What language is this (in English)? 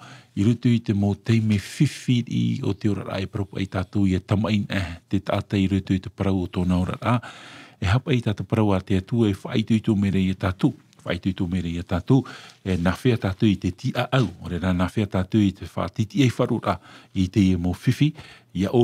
Tahitian